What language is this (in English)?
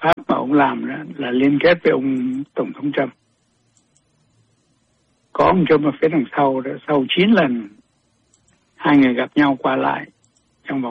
Vietnamese